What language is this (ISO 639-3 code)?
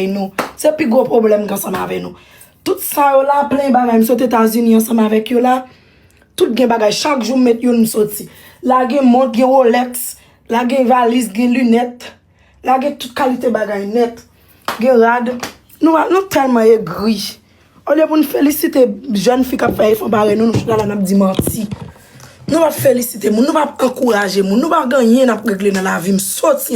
hat